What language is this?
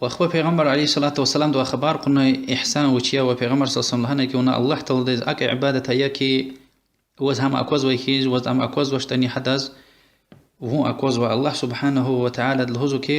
Lezghian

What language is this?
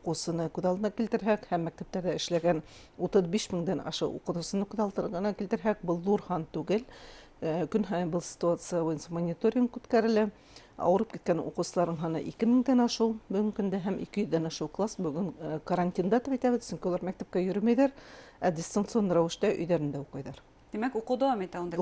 Bashkir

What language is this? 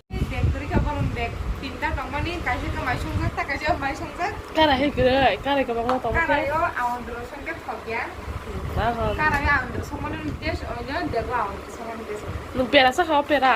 Kok Borok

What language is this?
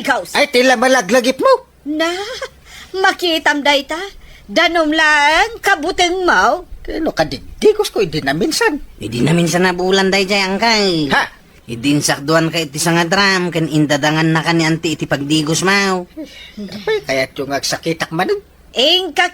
Iloko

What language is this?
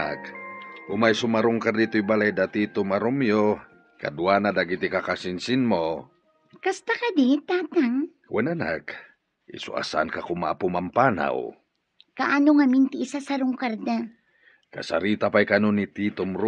Iloko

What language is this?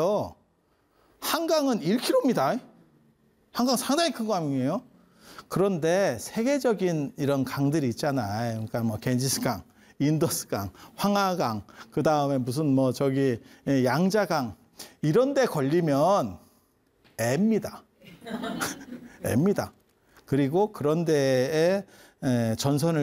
Korean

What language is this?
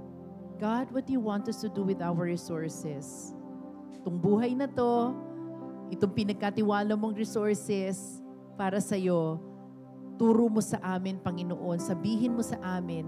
Filipino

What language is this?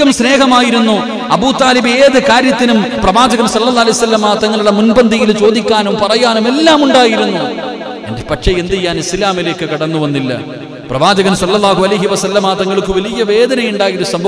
Malayalam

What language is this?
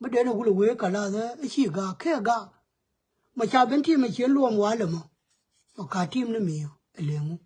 Nuer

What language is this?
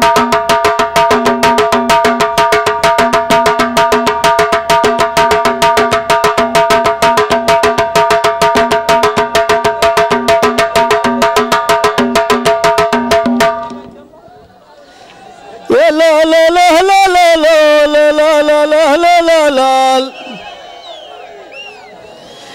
Arabic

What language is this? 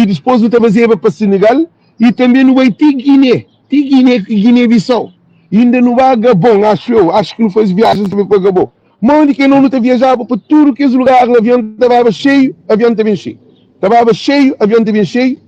Kabuverdianu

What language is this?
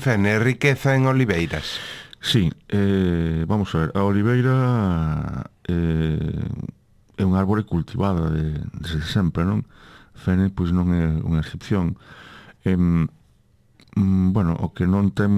Galician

